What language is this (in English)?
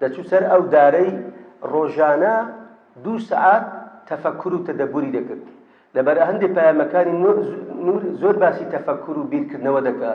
Central Kurdish